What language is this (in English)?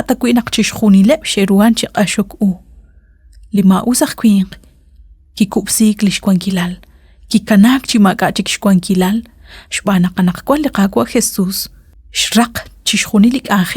Kekchí